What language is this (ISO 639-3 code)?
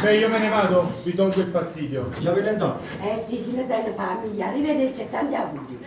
nap